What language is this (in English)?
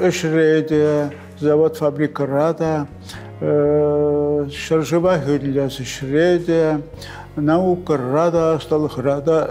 Chuvash